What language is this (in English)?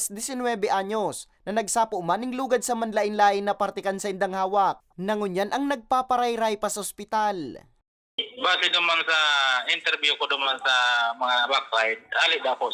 Bikol